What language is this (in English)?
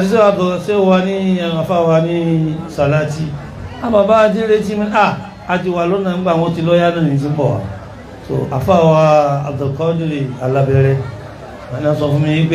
Yoruba